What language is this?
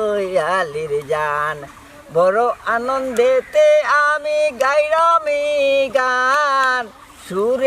Sylheti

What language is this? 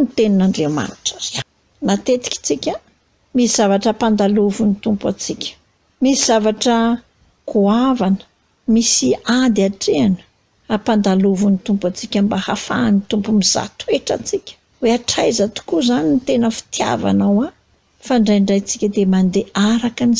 Malagasy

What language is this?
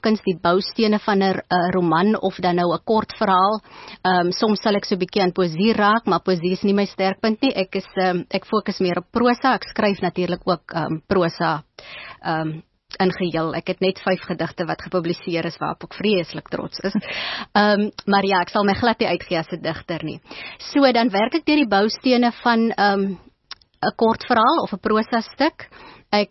Afrikaans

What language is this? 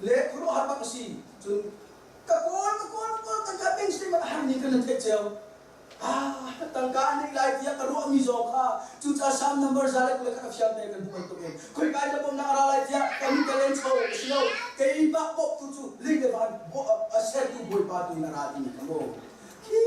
Hakha Chin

